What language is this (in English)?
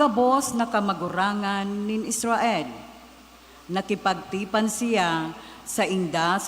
Bikol